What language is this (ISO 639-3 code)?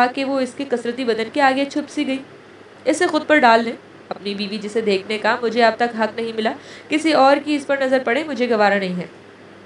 urd